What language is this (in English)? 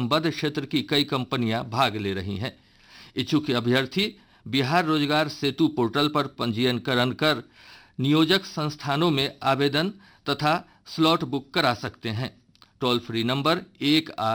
Hindi